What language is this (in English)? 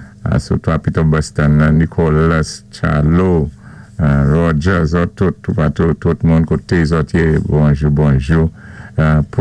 Saint Lucian Creole French